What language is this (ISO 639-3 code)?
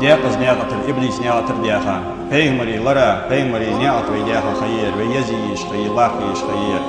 inh